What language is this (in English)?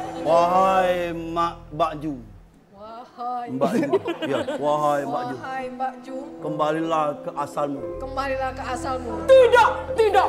Musi